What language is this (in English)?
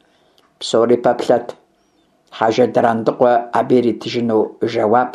Kabardian